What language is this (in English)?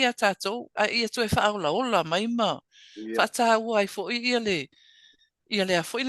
Samoan